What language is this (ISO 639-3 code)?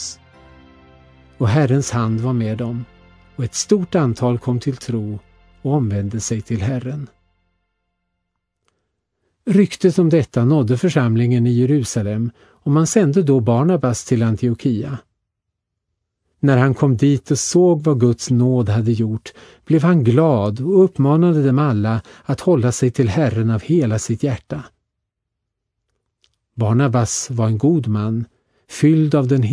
swe